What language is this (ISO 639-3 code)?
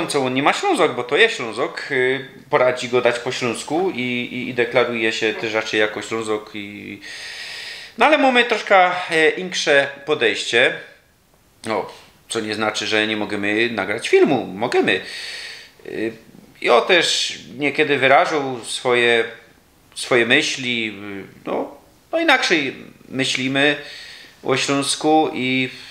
szl